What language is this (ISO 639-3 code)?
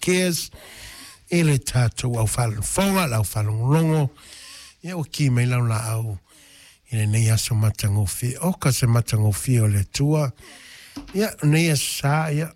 smo